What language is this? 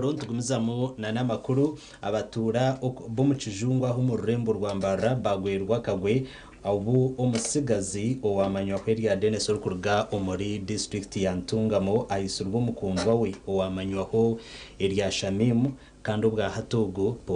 Nyankole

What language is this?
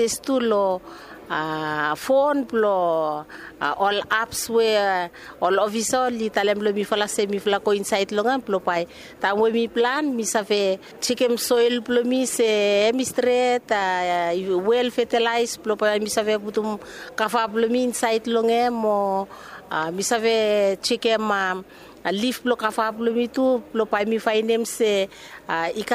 Bislama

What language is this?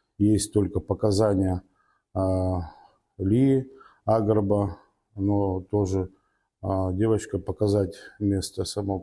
Abkhazian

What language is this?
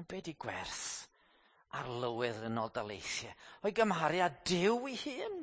Welsh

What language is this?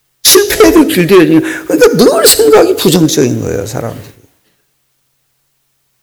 Korean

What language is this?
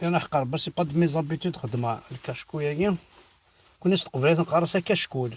Kabyle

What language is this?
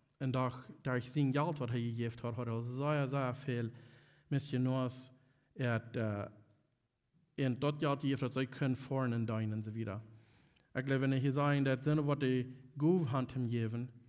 Plautdietsch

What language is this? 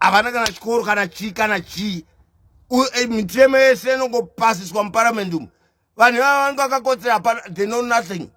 Shona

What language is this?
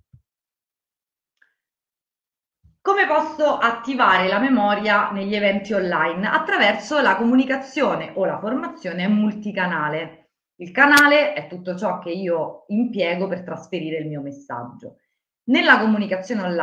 Italian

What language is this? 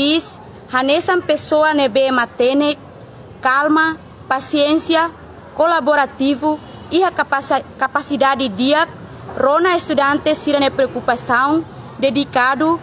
Tetum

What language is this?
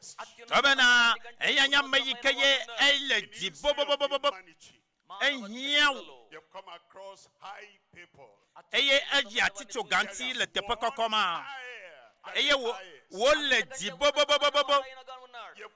Ewe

